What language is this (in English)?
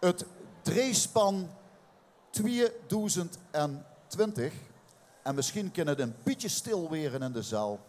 Limburgish